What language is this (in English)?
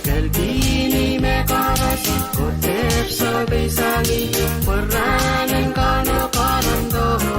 Pohnpeian